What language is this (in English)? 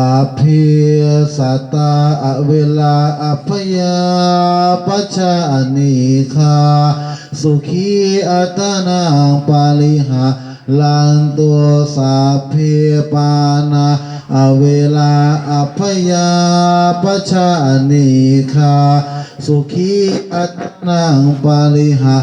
Pali